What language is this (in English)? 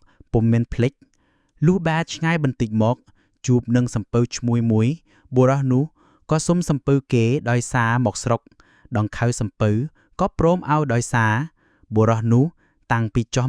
Khmer